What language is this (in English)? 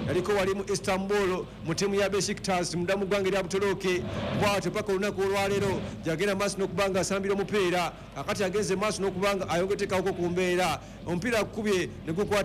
Ganda